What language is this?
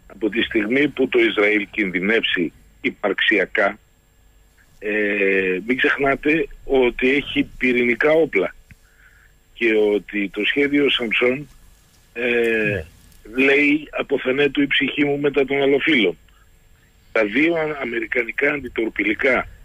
Greek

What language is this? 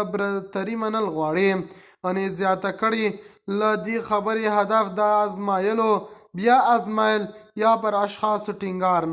Pashto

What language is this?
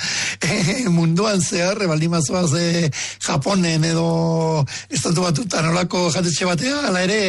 Basque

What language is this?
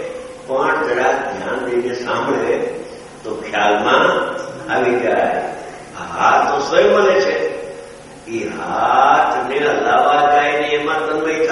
Gujarati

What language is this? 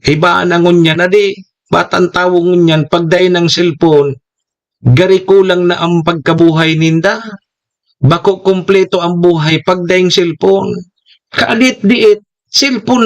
Bikol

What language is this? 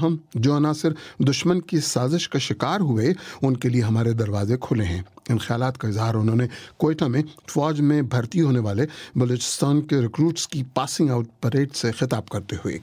Urdu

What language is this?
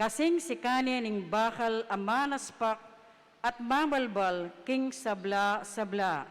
Pampanga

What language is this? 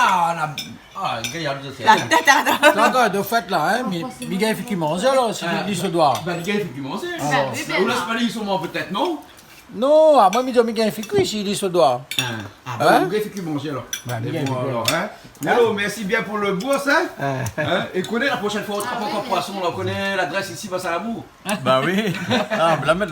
Réunion Creole French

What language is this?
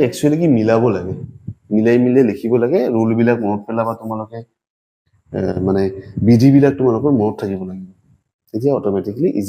Assamese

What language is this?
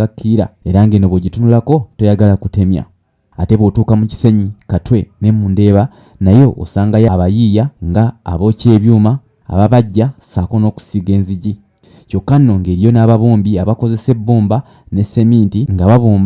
Ganda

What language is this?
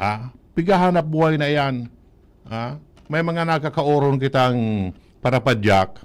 Bikol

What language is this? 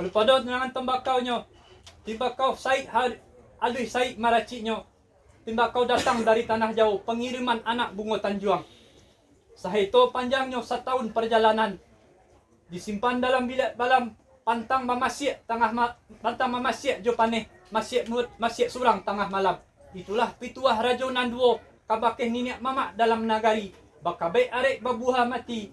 Minangkabau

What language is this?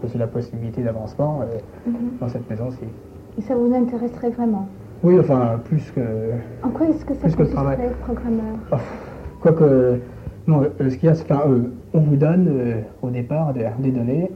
French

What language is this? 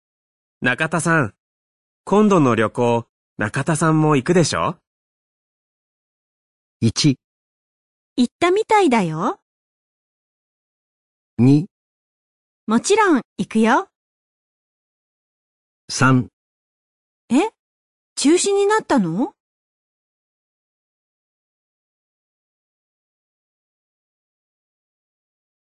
Japanese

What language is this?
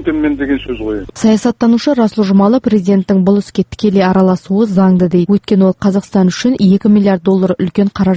Kazakh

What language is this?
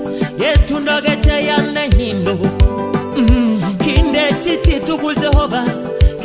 Kalenjin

